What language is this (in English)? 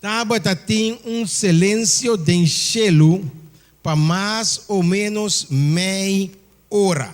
Papiamento